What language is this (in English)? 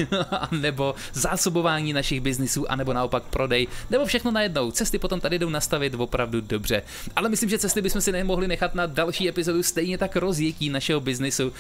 Czech